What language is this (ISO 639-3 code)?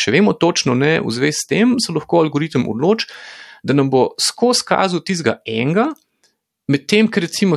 slv